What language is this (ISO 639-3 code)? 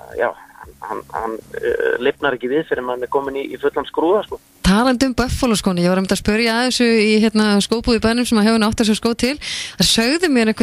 isl